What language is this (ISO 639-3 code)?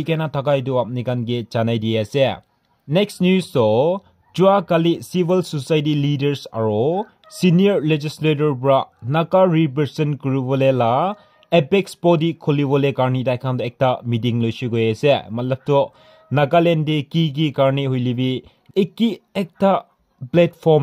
nag